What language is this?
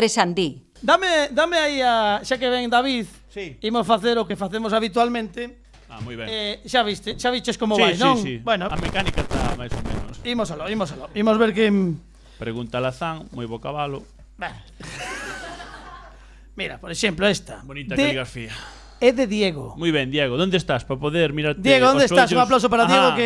Galician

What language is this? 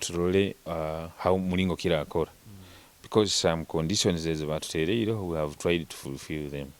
Nyoro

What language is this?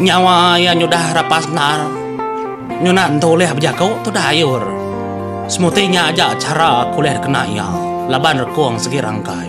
Iban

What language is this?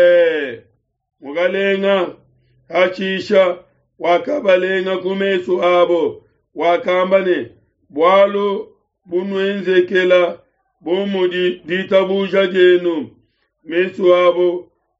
Luba-Lulua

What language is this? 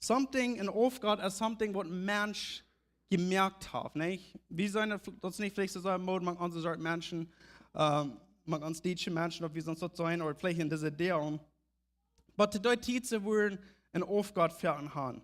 Plautdietsch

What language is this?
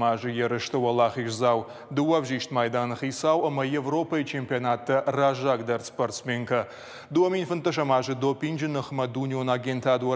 Ossetic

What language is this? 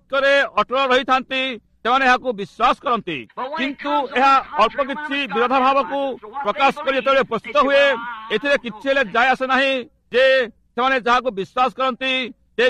Odia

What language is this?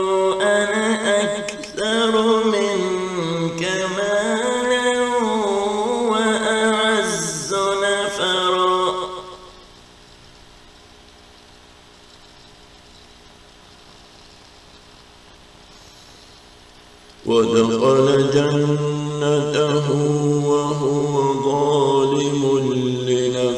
Arabic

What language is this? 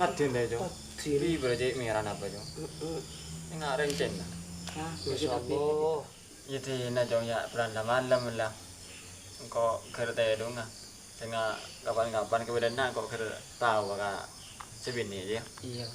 Madurese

